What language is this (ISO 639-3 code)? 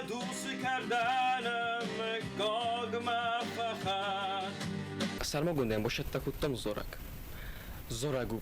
oss